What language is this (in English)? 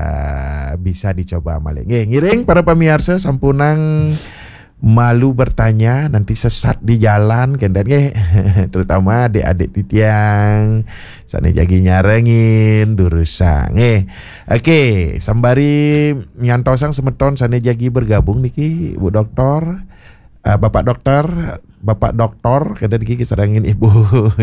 Balinese